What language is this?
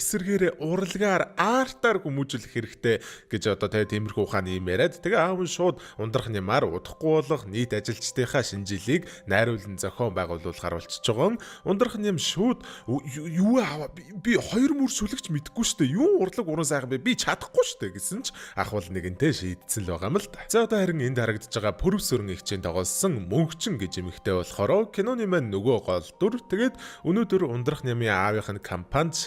Mongolian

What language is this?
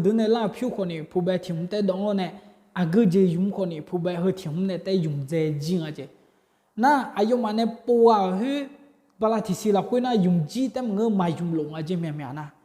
Akha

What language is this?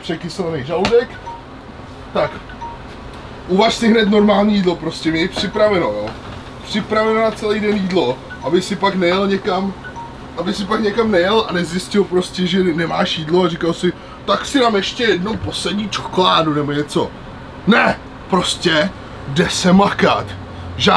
Czech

